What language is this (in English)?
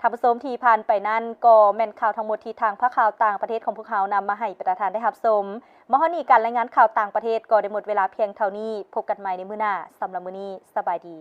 Lao